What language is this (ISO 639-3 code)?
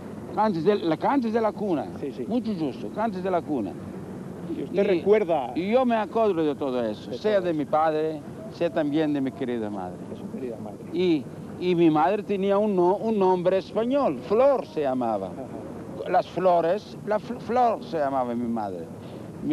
lad